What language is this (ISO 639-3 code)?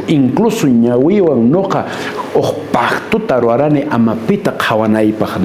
que